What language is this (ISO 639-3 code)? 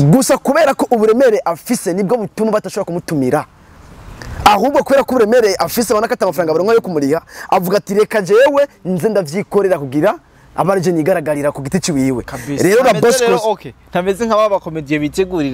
run